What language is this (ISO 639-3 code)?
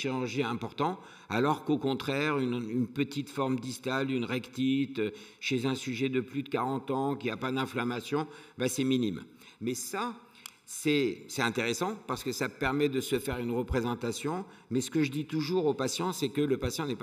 fra